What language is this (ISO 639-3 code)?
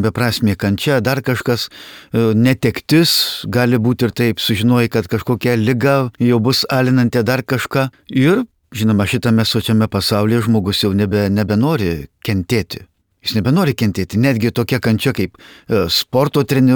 lit